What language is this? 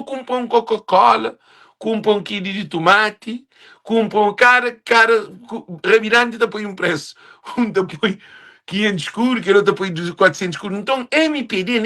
Kabuverdianu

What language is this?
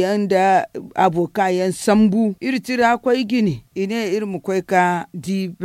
Zarma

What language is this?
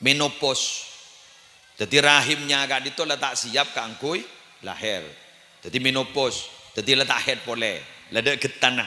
Madurese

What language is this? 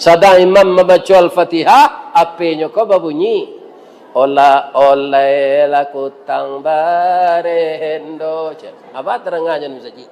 Minangkabau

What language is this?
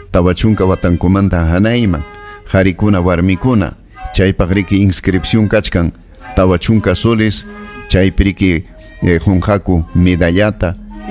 Ayacucho Quechua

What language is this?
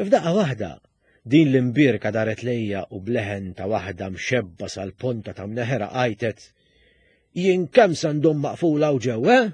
Maltese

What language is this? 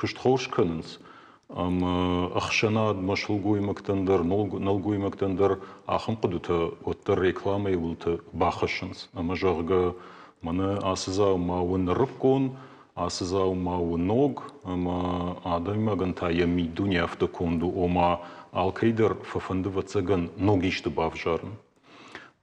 Ossetic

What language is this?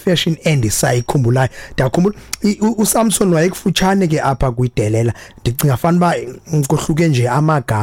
Xhosa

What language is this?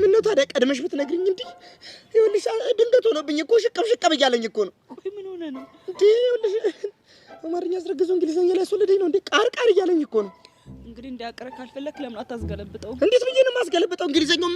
Amharic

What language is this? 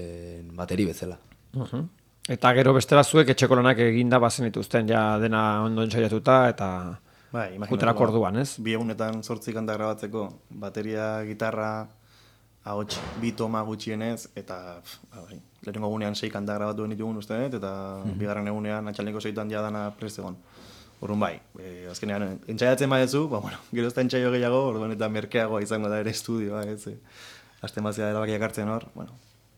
Basque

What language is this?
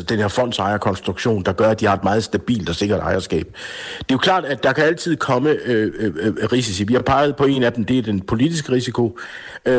Danish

